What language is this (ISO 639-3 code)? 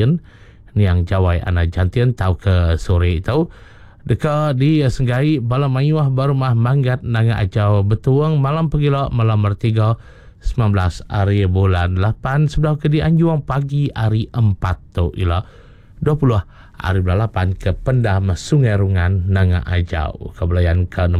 iba